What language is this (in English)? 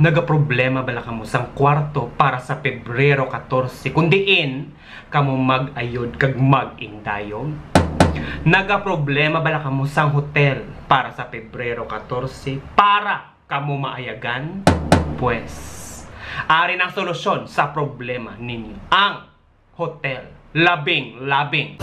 Hiligaynon